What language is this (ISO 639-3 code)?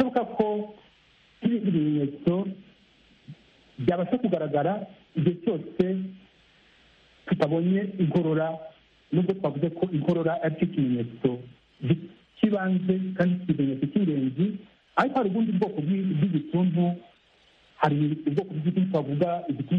kin